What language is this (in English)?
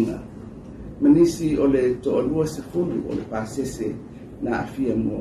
Samoan